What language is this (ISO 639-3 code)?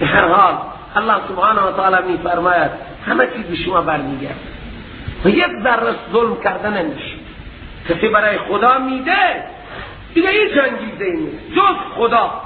fas